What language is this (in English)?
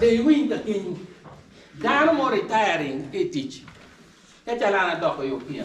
Acoli